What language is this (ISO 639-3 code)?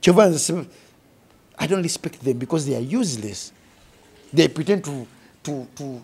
lug